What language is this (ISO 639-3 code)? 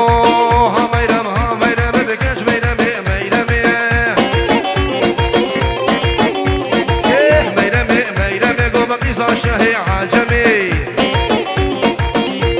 ara